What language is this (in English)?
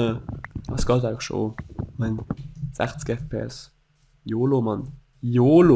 Swiss German